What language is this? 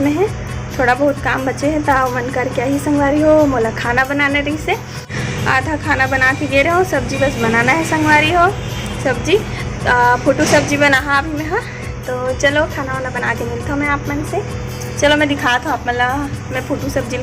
Chhattisgarhi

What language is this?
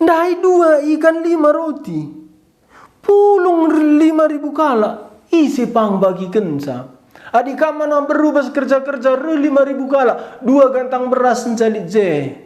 Batak Karo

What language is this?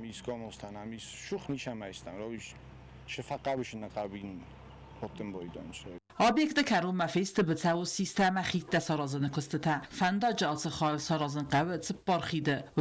Ossetic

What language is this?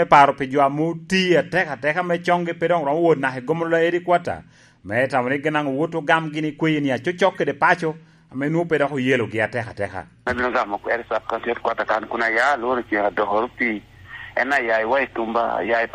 Lango (Uganda)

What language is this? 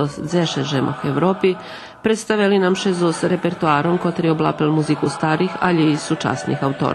Rusyn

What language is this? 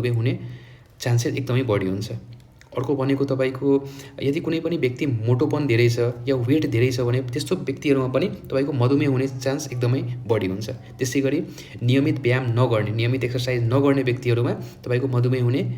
Nepali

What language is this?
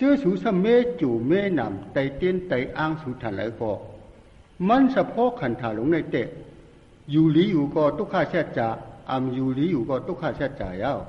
Shan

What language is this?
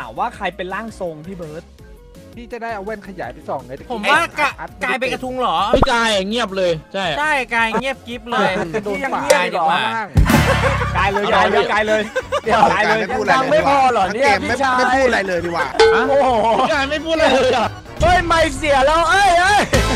Thai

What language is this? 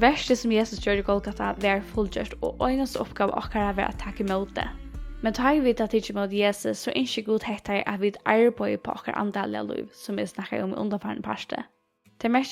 Faroese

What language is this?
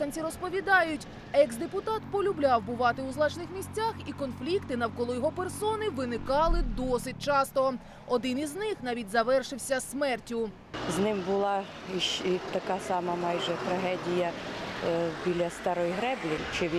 Ukrainian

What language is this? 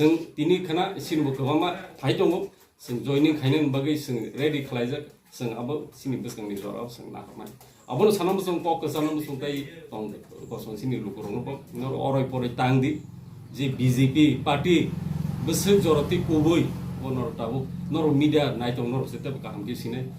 Kok Borok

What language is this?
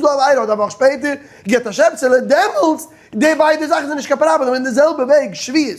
Yiddish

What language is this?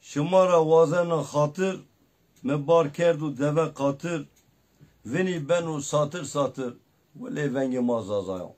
Zaza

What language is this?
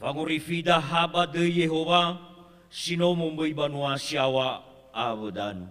Nias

